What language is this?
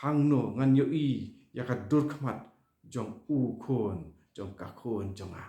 Khasi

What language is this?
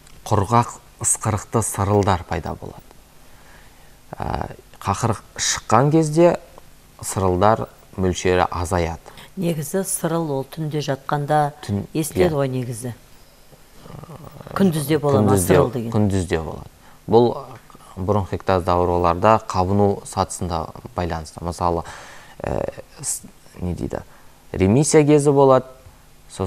Kazakh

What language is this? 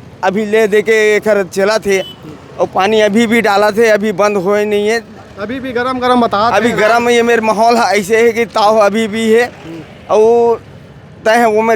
Chhattisgarhi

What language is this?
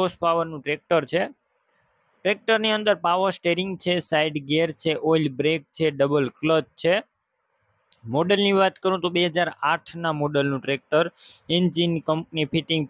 Gujarati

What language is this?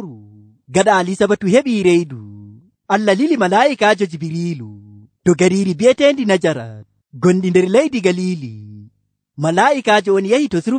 Nigerian Fulfulde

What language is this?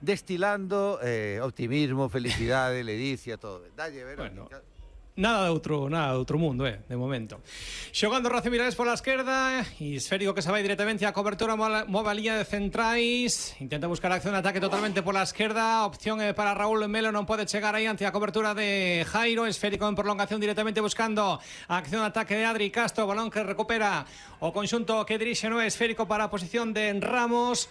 Galician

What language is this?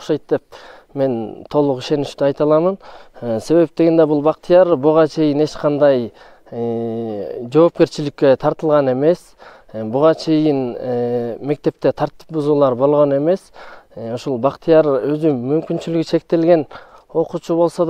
Kyrgyz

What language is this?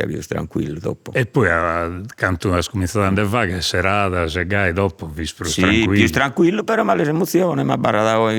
Sardinian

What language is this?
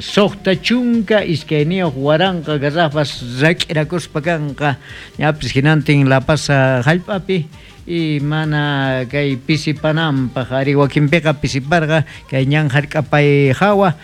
South Bolivian Quechua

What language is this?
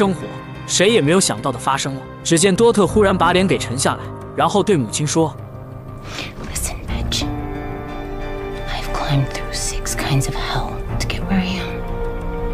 Chinese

